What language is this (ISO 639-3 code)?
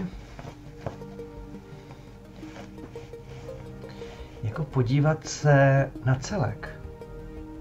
ces